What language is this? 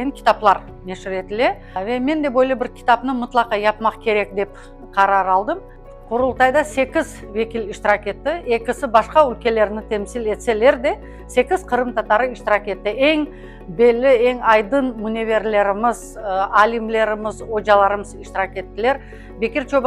Crimean Tatar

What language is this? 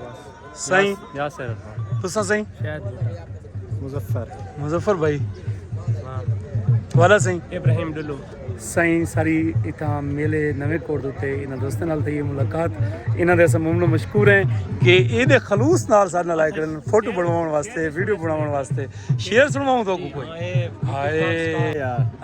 Saraiki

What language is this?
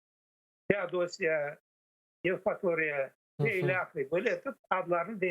Crimean Tatar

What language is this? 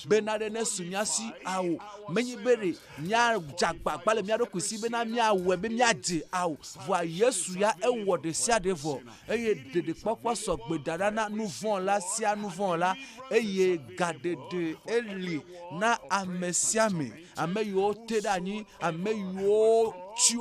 Ewe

